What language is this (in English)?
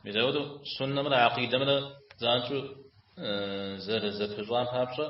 Kabardian